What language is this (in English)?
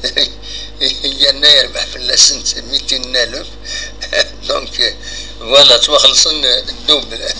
Kabyle